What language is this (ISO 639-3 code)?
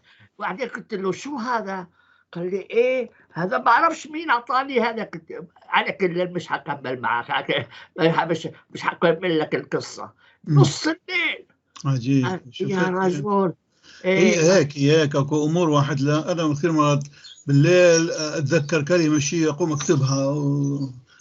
apc